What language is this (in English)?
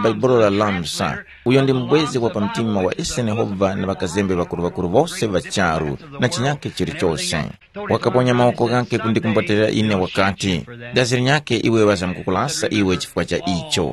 Tumbuka